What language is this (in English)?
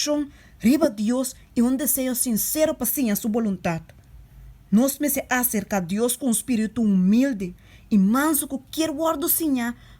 Papiamento